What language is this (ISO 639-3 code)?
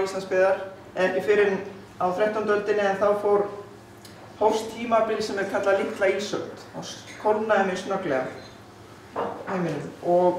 isl